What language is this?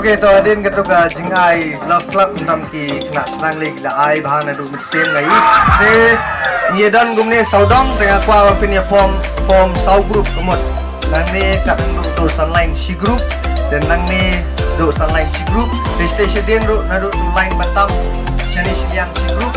Khasi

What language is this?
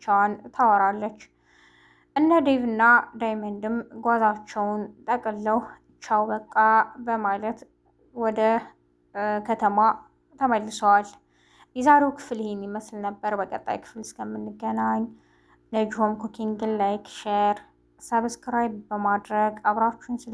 Amharic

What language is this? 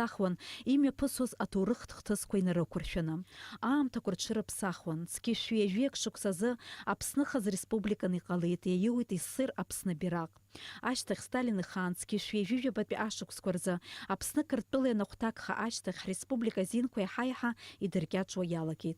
Abkhazian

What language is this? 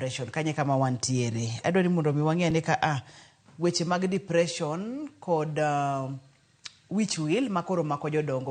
Luo (Kenya and Tanzania)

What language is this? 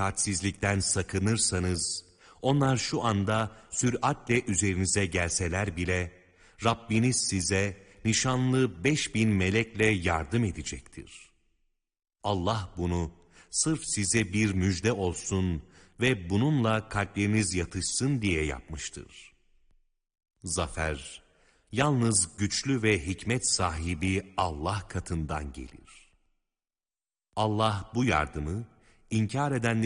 Turkish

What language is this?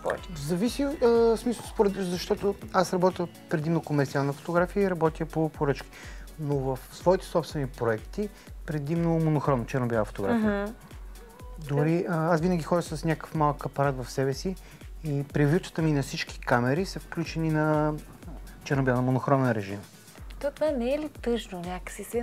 Bulgarian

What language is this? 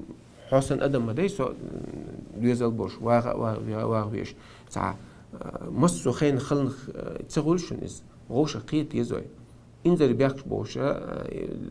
Chechen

